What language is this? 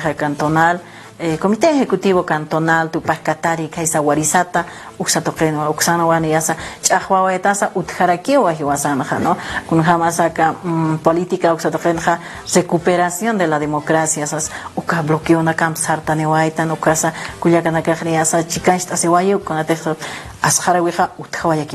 Aymara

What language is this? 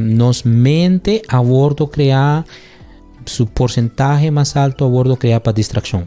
Papiamento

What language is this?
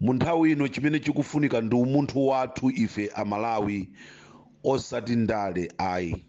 Nyanja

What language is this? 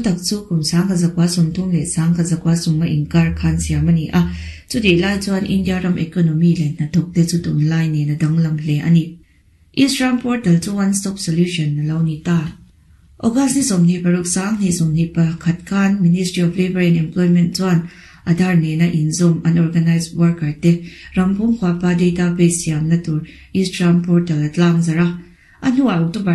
Mizo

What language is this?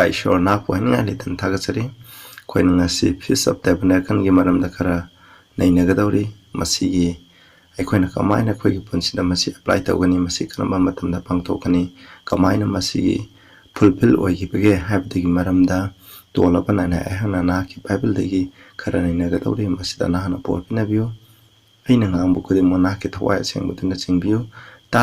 Manipuri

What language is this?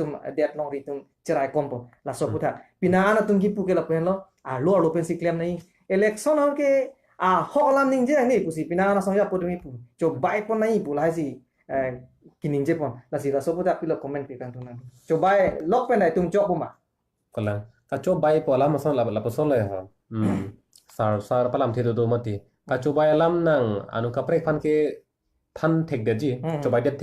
Karbi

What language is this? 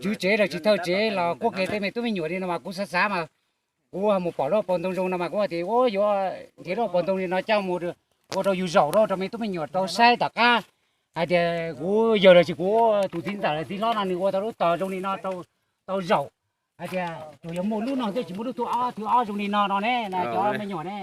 Hmong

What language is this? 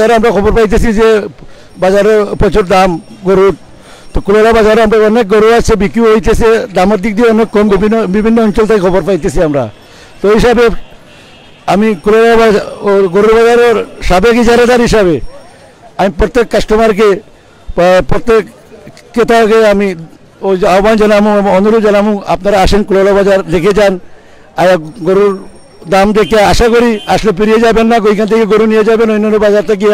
Sylheti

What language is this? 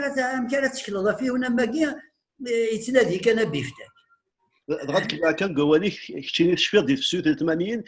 Kabyle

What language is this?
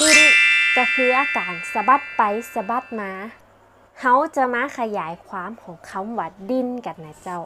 Northern Thai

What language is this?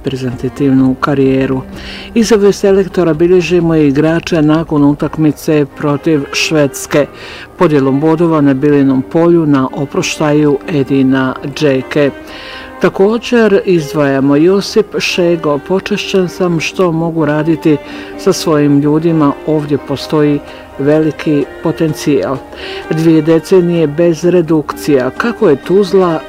Bosnian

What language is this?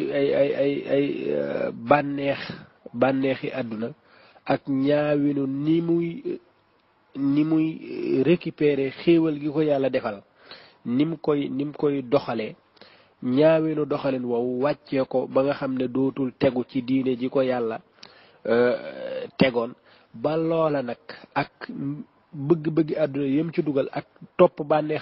Wolof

